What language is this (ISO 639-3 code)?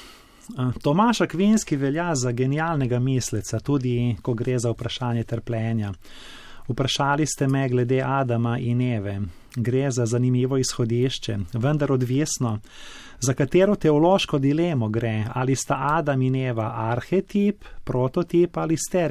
slv